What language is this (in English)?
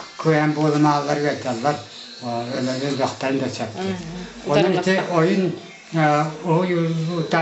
Yakut